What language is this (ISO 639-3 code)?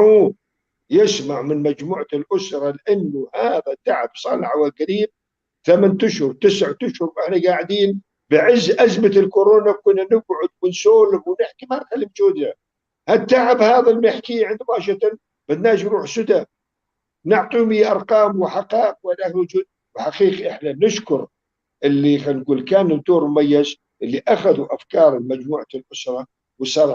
apc